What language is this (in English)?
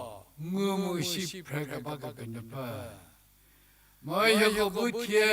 Angami Naga